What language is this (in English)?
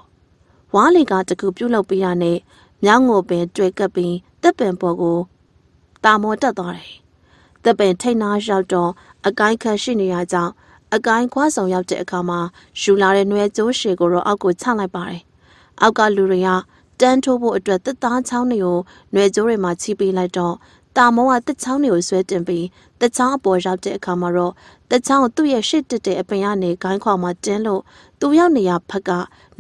Burmese